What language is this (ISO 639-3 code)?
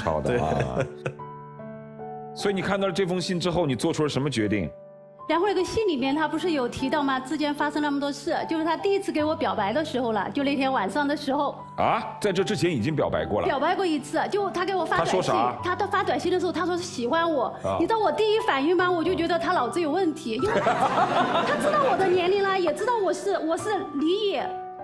zho